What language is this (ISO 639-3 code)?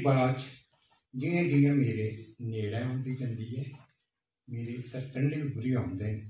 doi